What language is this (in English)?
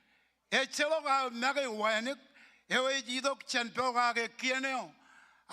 Marshallese